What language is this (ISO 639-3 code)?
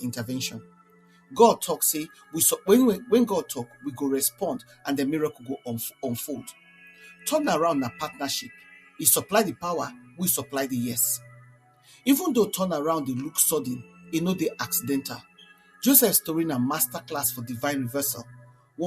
pcm